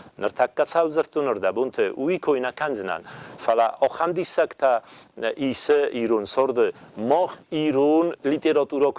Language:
Ossetic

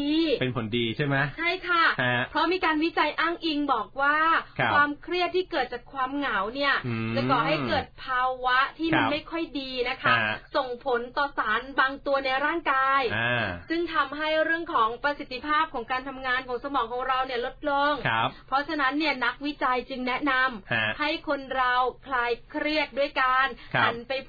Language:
Thai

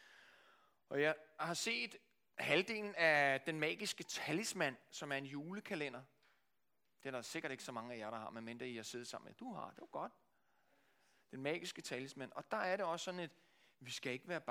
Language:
Danish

